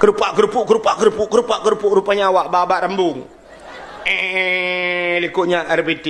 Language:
Achinese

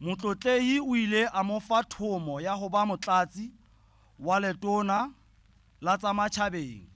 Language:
Southern Sotho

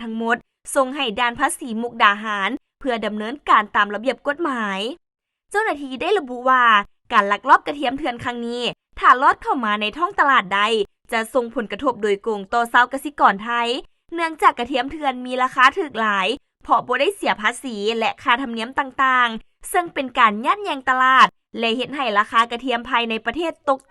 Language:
Lao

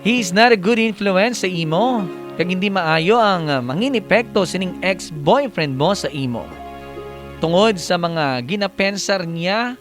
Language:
Hiligaynon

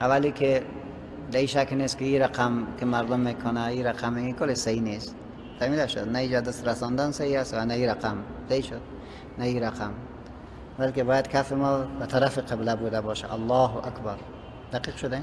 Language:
Persian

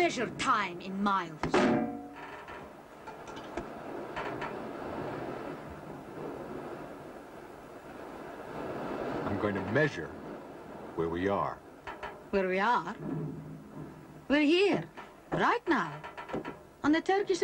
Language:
English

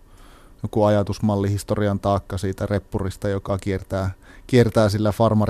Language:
Finnish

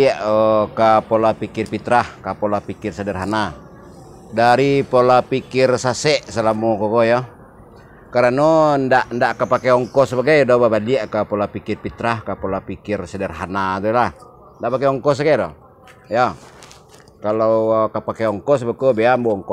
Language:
Minangkabau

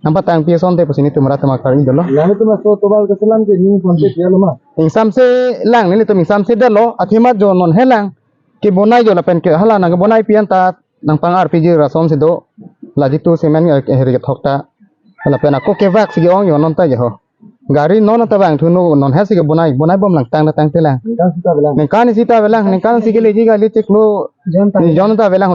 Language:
Karbi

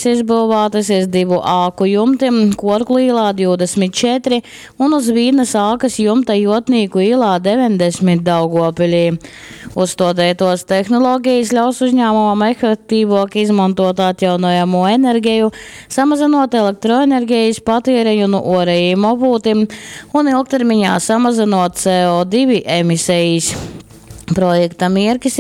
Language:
Latgalian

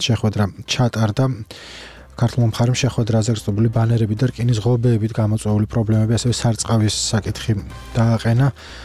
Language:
Georgian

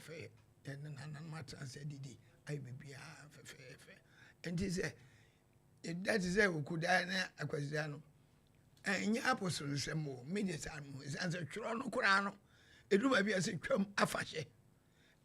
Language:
Akan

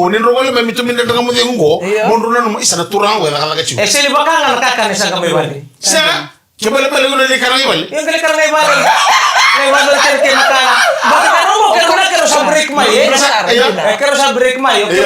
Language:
Fijian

